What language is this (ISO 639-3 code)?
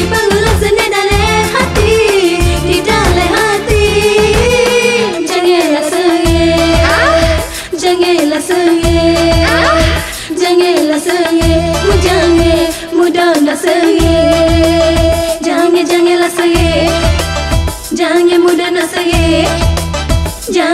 msa